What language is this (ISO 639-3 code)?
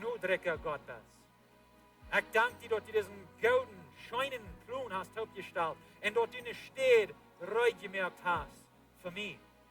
pdt